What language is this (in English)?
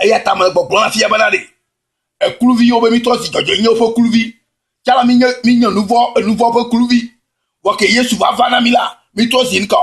Ewe